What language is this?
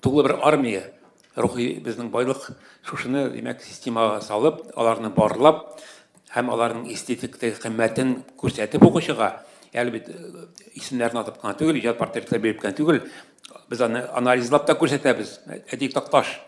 Tatar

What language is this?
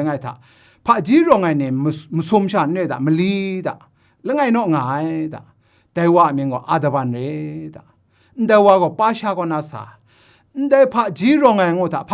Kachin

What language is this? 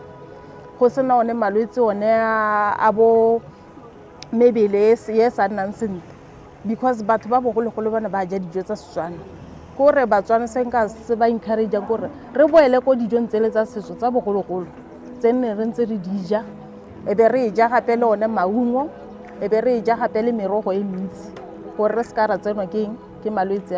Tswana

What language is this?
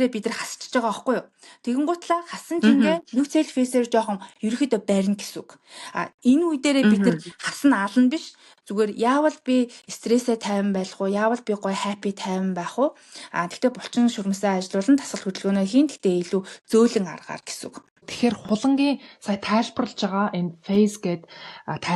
Mongolian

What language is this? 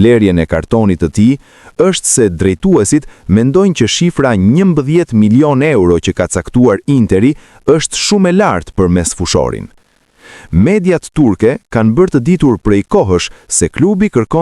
Albanian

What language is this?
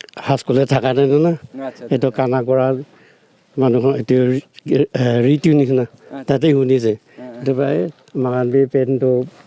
Naga Pidgin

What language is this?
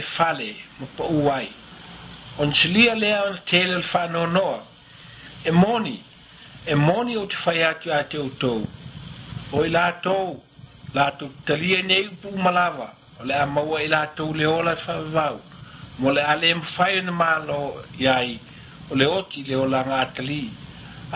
Samoan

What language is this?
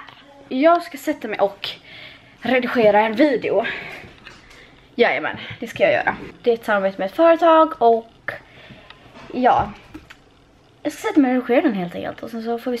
Swedish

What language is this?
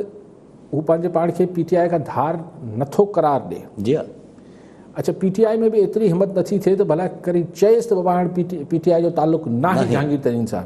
Sindhi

